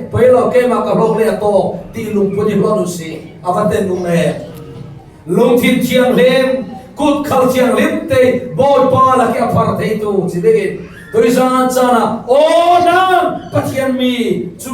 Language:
Falam Chin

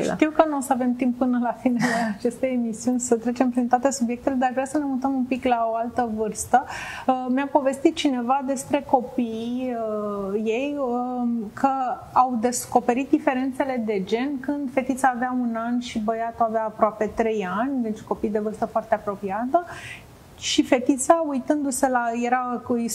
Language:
Romanian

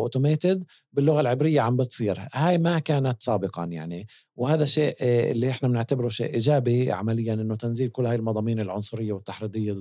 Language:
North Levantine Arabic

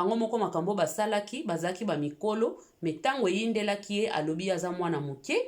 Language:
Lingala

